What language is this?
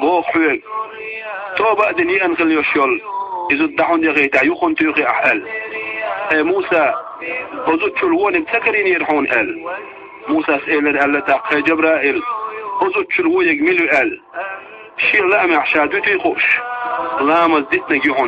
Chechen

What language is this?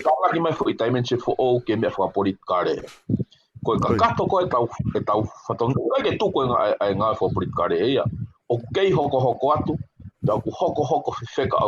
Tongan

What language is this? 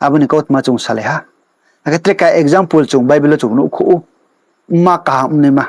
Riang (India)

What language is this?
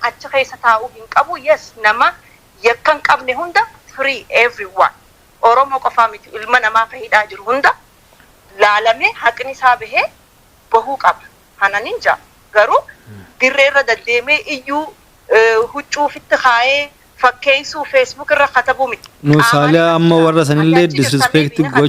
Oromo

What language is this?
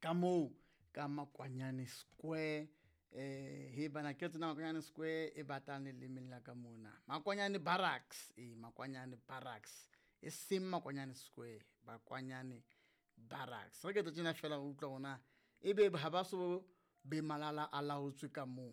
Southern Sotho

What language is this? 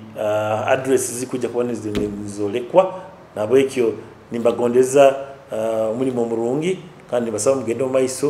Nyoro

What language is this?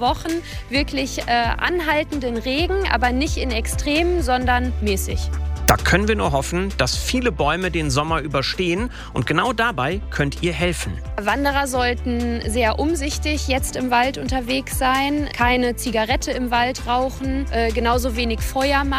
German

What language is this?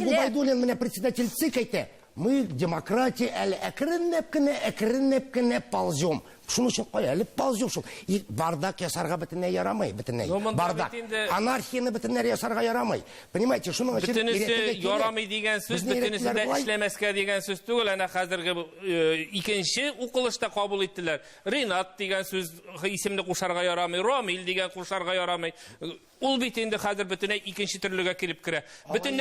Tatar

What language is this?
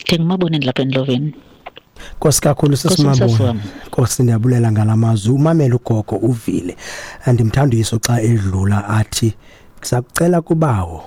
Xhosa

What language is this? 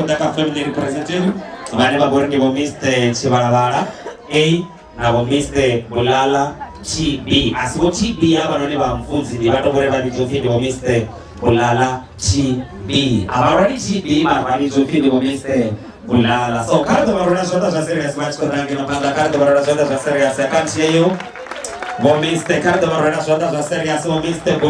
Venda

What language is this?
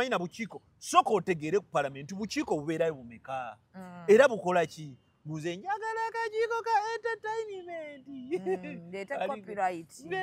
Ganda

